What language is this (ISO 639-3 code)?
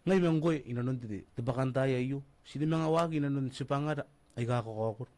gil